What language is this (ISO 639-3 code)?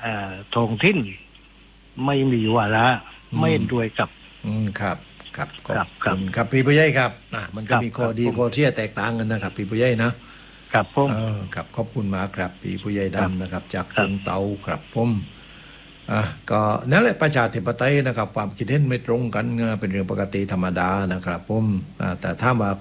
tha